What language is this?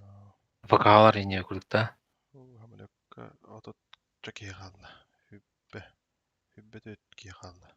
Yakut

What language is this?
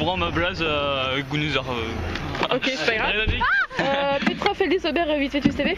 Breton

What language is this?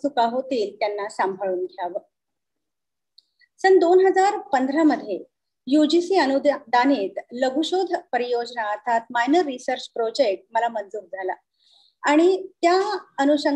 Marathi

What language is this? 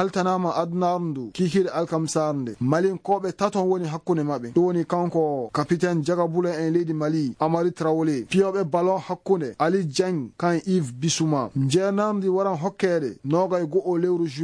Fula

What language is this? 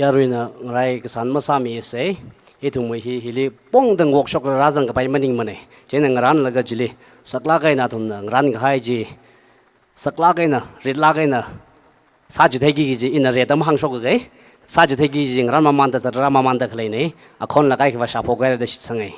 Tangkhul Naga (India)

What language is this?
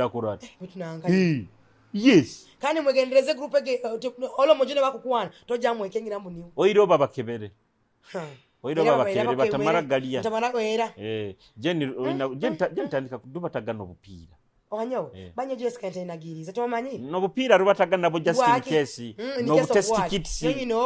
Nyoro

